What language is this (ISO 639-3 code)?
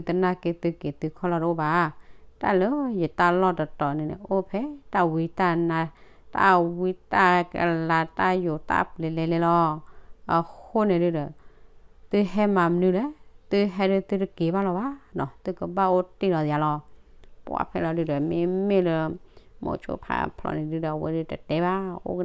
ksw